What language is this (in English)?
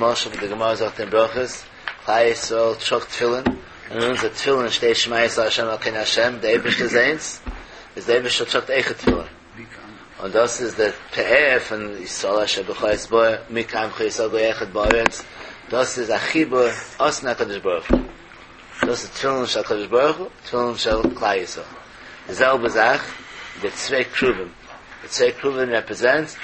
Yiddish